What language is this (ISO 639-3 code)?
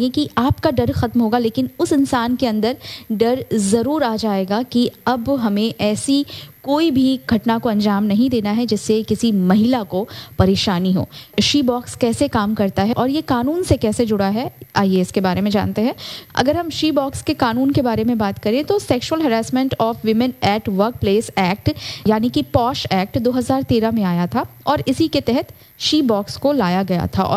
hin